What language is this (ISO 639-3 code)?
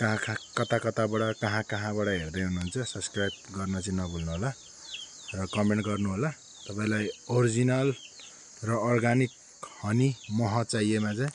nep